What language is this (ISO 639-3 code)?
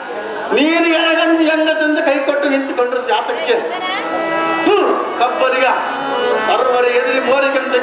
kan